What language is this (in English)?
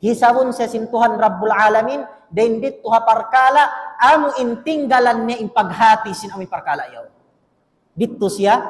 Tausug